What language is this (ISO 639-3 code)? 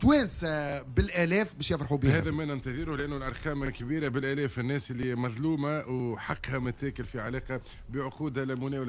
aeb